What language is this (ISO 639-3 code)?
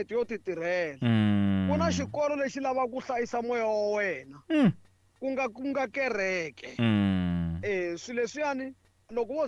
tso